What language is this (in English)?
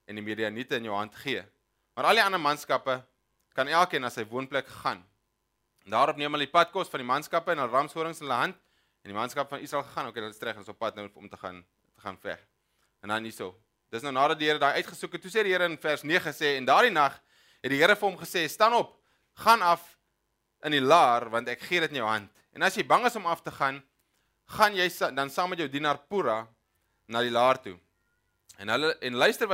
Afrikaans